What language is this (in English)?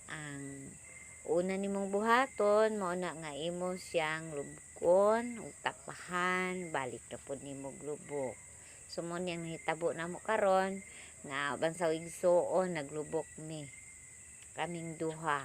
Cebuano